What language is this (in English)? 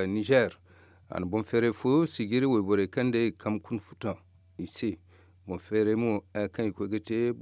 Zarma